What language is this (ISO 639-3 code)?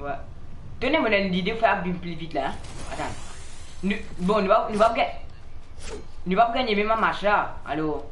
mfe